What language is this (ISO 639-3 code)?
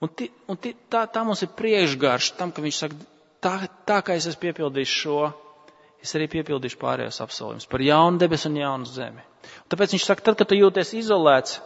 lav